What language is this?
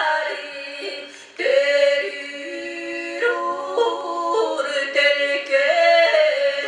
Yakut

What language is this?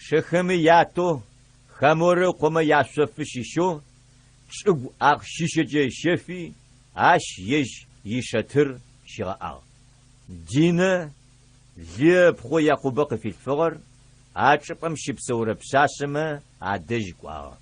Adyghe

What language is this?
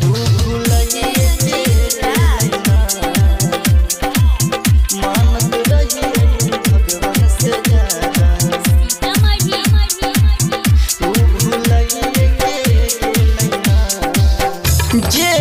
Bhojpuri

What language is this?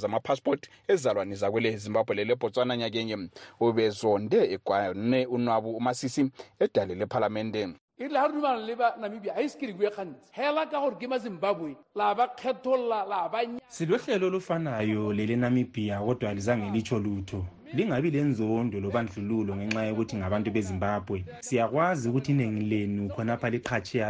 North Ndebele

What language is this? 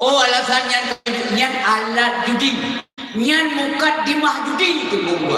Achinese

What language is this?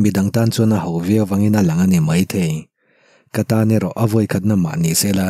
Mizo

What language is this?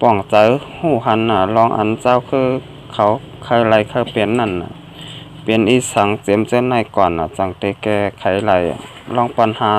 Shan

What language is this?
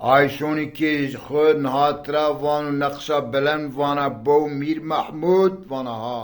Zaza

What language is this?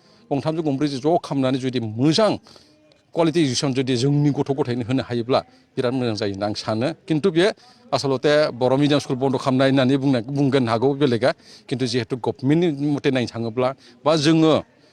Bodo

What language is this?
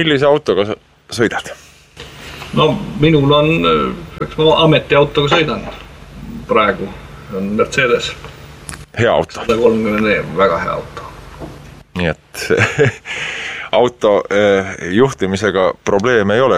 Estonian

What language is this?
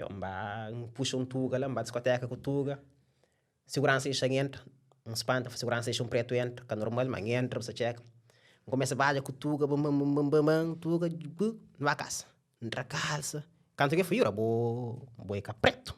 Kabuverdianu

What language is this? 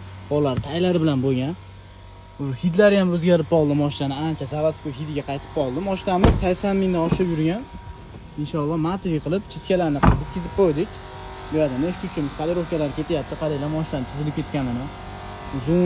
Uzbek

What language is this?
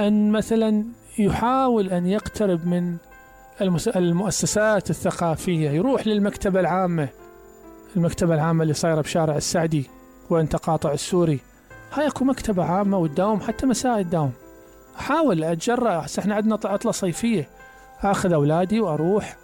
Mesopotamian Arabic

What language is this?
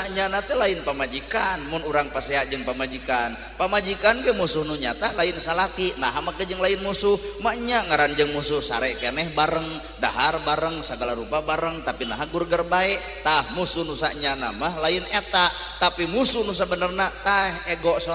Sundanese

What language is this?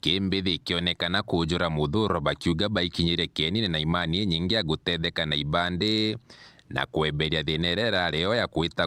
Meru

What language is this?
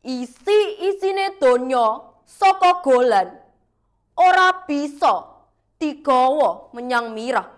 Javanese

